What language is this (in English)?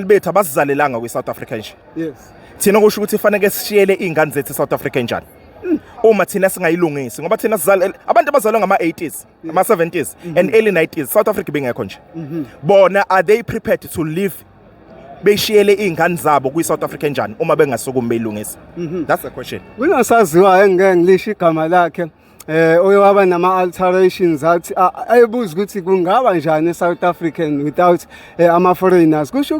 Zulu